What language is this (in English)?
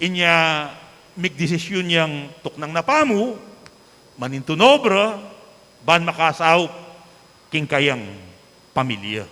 Pampanga